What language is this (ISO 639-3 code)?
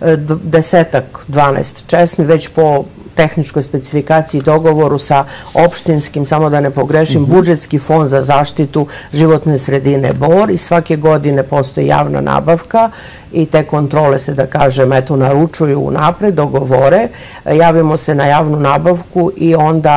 srp